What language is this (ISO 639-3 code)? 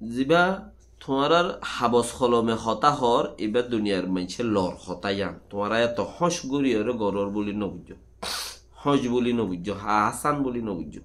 rhg